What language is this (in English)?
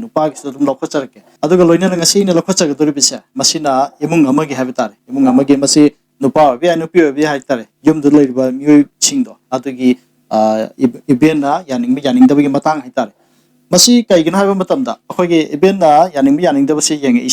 Manipuri